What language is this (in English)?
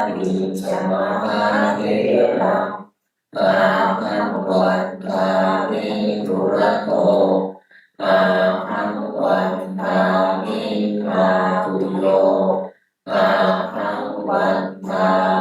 Pali